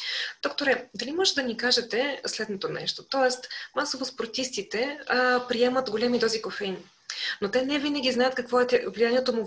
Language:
Bulgarian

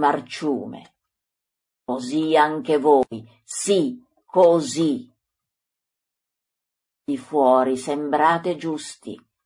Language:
Italian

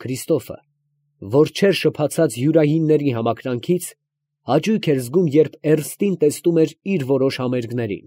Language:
Armenian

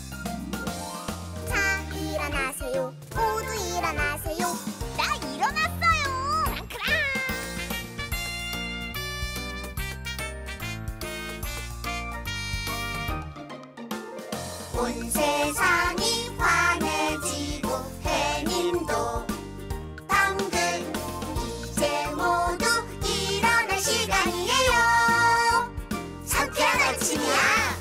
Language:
Korean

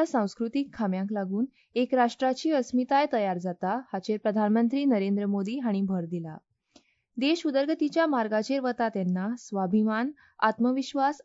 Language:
Konkani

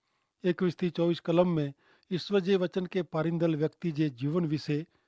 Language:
Kachhi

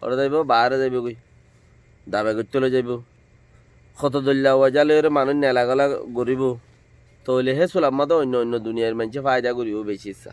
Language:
Rohingya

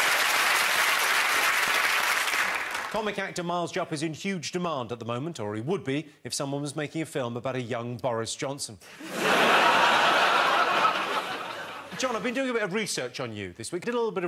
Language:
English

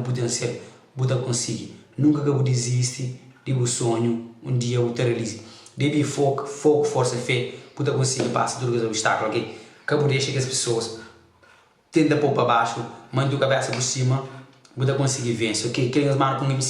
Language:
Kabuverdianu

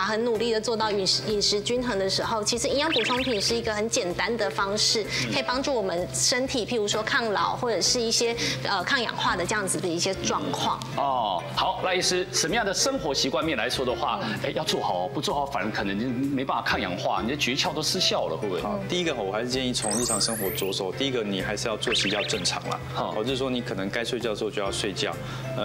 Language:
Chinese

